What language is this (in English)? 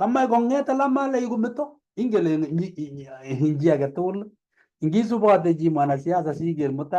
Kalenjin